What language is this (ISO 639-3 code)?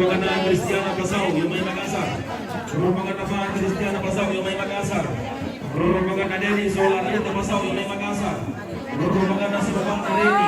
sda